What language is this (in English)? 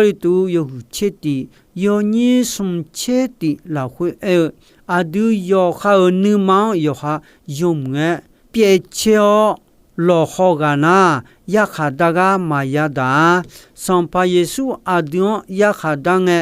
Akha